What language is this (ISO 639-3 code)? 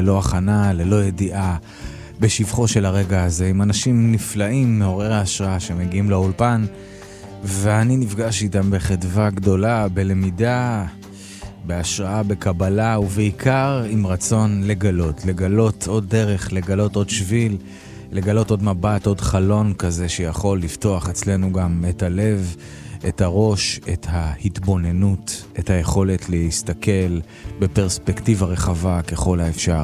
heb